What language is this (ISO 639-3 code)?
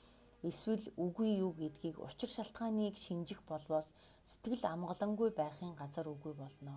mon